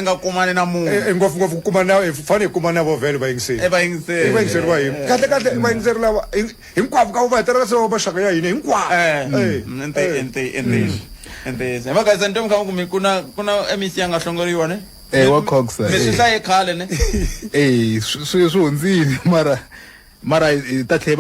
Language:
Tsonga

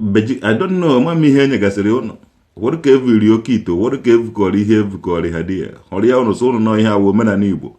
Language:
Igbo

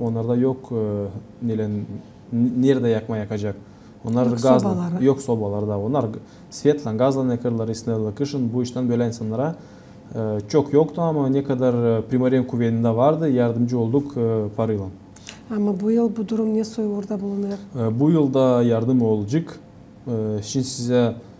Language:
Gagauz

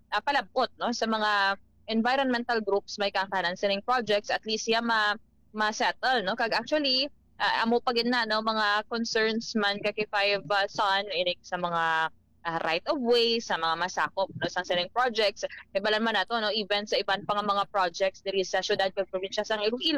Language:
Hiligaynon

